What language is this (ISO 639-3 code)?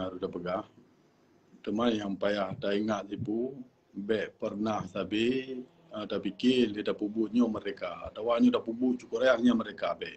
ace